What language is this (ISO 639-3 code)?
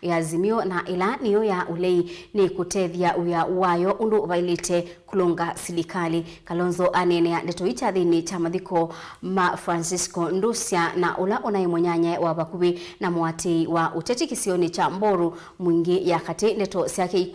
kam